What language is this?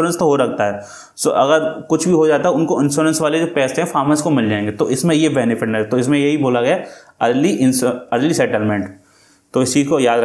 Hindi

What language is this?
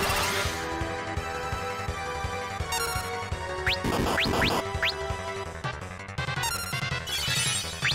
English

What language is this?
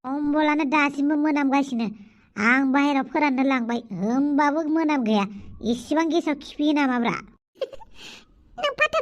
Bodo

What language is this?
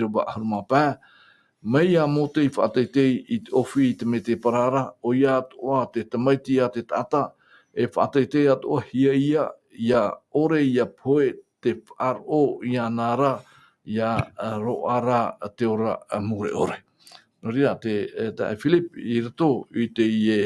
Tahitian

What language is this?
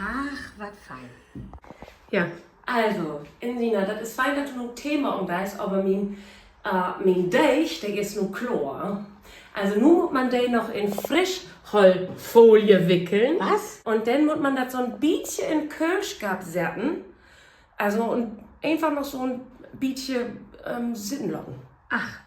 Low German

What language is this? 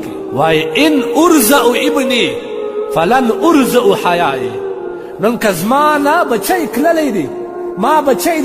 Pashto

